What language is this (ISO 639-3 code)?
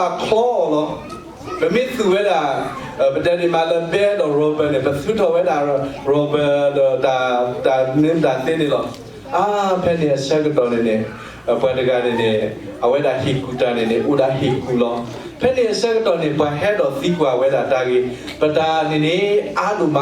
ksw